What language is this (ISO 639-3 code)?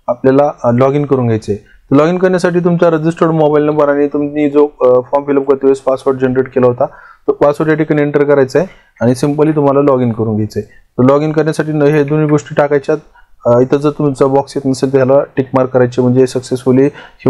mar